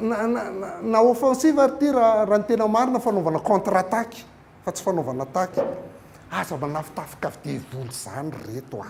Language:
Malagasy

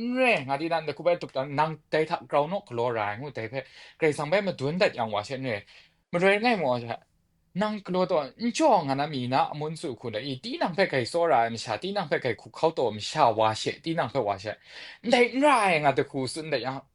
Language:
Kachin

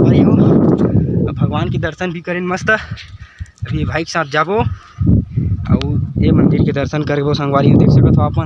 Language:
Chhattisgarhi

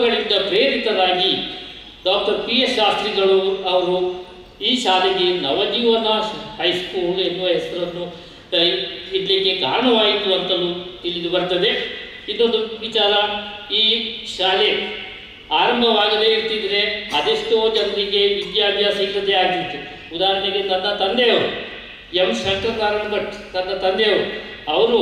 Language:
Kannada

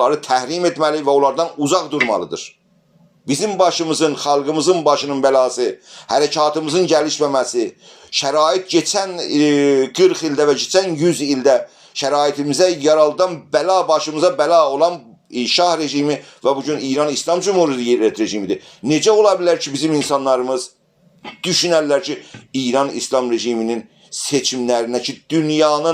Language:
South Azerbaijani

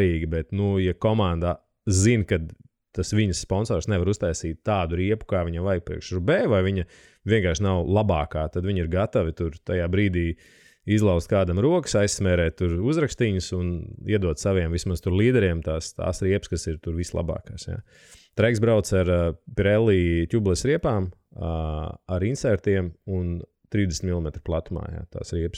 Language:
Latvian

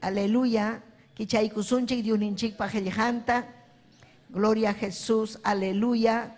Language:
Ayacucho Quechua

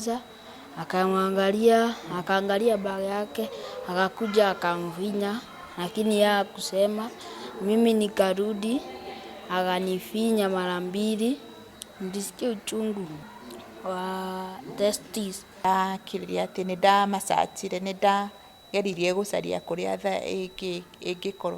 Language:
Kikuyu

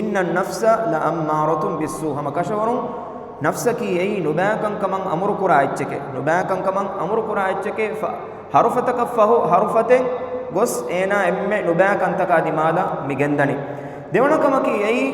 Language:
Divehi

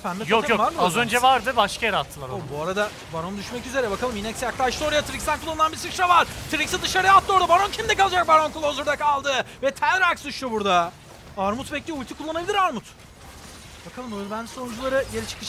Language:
Turkish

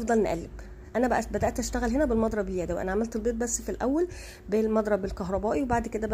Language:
Egyptian Arabic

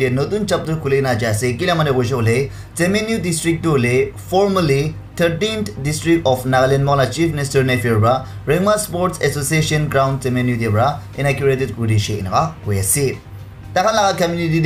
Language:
Naga Pidgin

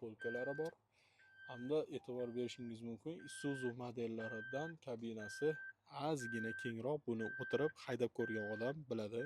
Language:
Uzbek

